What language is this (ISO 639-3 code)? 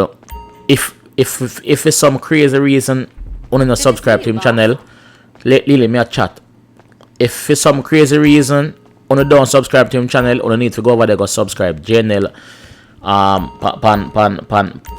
jam